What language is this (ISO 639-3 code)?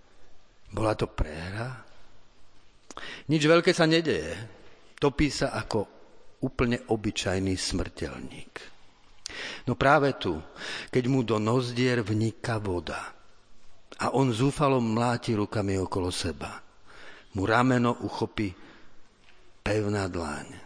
slk